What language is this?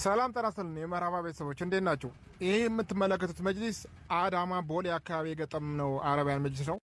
Amharic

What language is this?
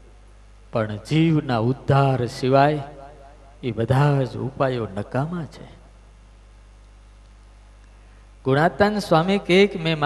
Gujarati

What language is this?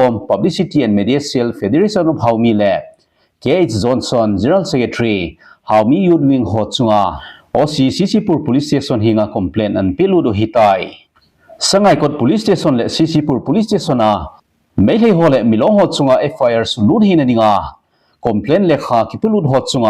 Thado Chin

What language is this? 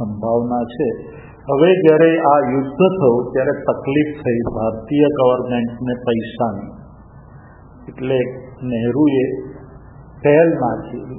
Gujarati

